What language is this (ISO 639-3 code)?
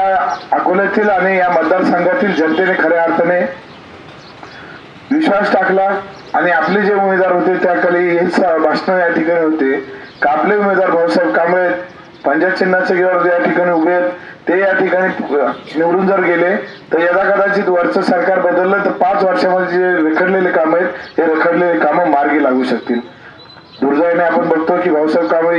mar